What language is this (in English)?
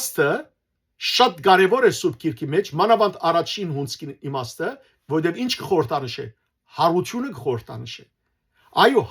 Western Armenian